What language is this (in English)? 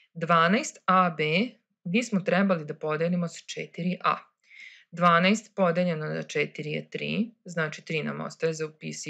Serbian